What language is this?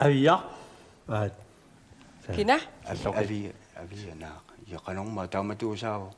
Kalaallisut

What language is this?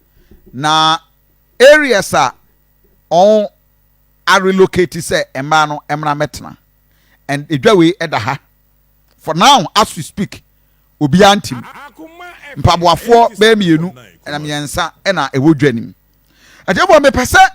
Akan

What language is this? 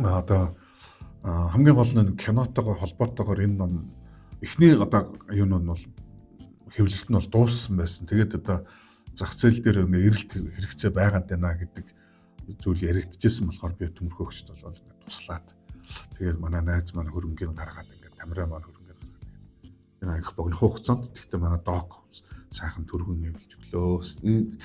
Mongolian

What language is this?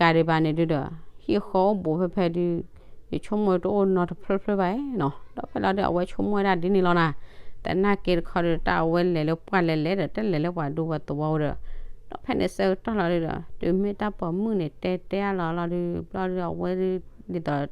S'gaw Karen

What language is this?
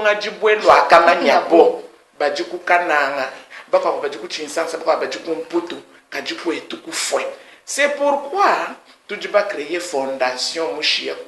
Luba-Lulua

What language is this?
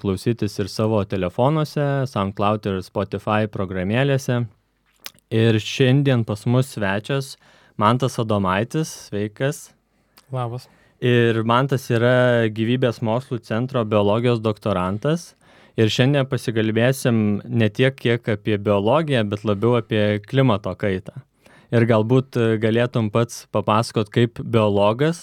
Lithuanian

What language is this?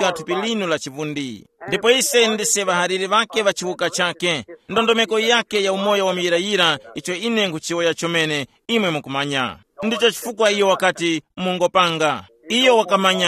Tumbuka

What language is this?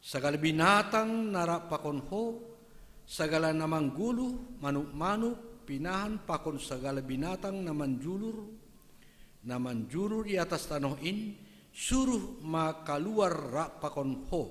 Batak Simalungun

